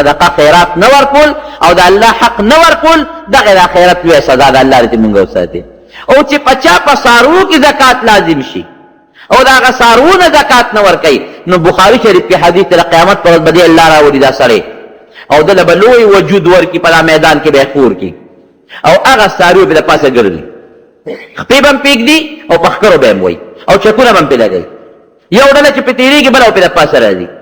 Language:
Pashto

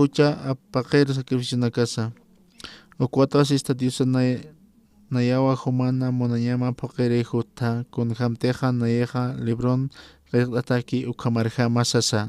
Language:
Aymara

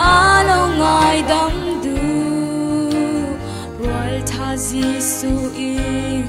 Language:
Falam Chin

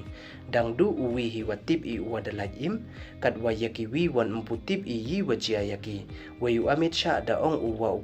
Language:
Pnar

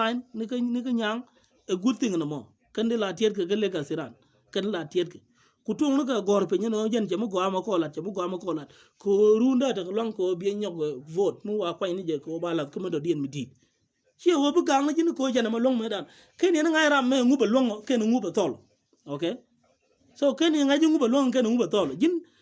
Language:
Nuer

